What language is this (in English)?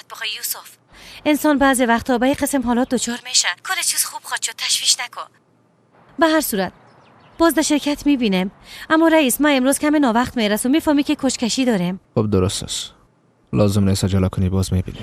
Persian